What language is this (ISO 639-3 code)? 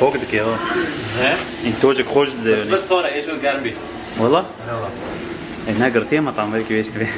kur